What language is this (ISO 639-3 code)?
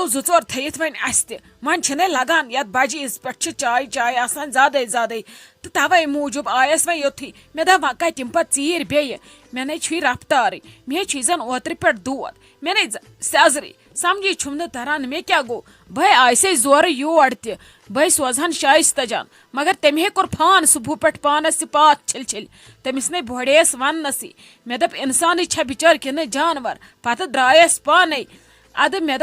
kas